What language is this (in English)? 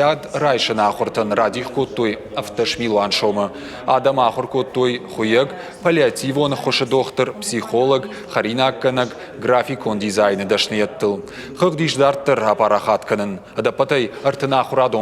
Ossetic